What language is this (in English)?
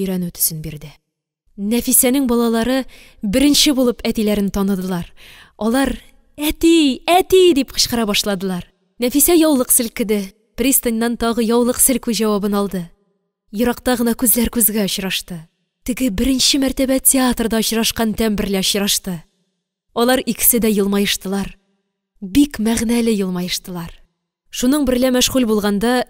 Tatar